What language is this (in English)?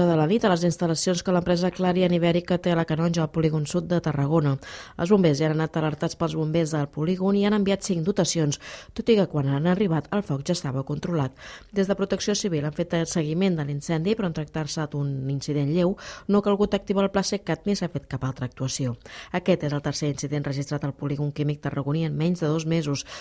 Catalan